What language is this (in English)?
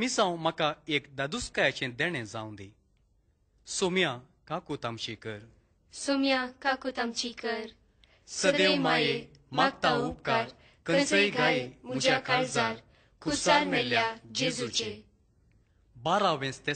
Konkani